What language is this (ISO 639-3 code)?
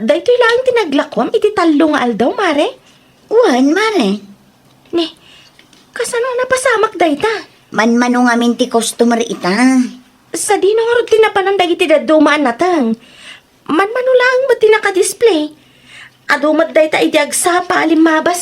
ilo